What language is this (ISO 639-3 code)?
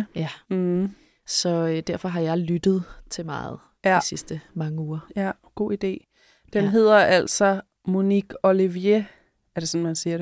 dan